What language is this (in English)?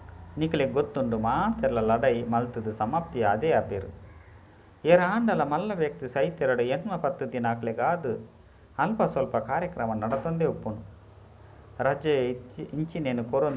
Tulu